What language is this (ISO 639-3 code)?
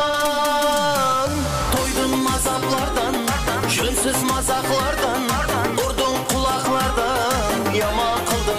kaa